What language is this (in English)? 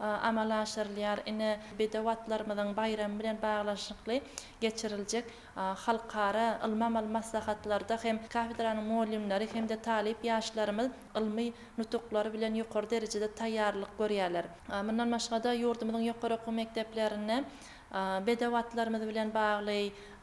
Turkmen